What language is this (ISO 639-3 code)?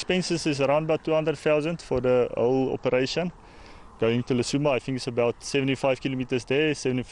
tsn